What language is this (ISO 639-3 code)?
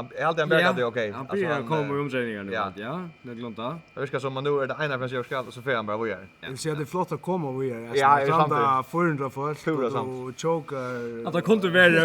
fao